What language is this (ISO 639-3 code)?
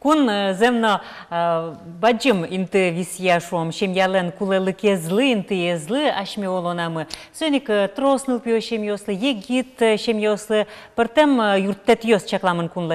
udm